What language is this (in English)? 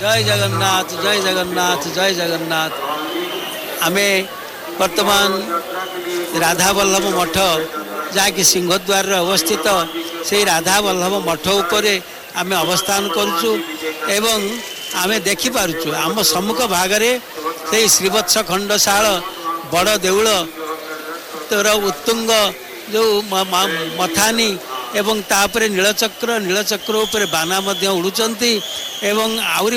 Odia